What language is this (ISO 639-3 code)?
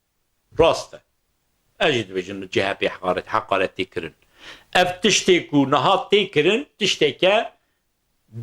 kur